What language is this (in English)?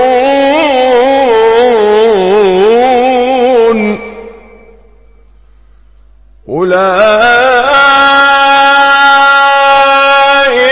Arabic